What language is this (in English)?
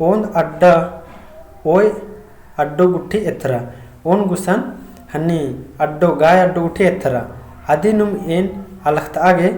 Kurukh